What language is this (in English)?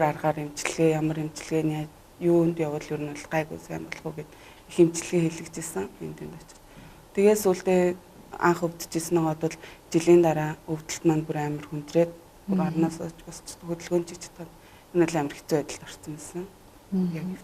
Mongolian